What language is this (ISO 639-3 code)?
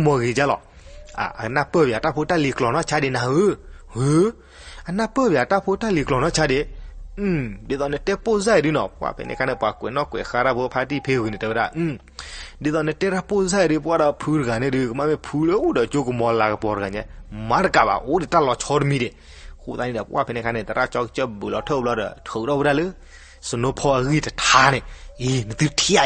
ksw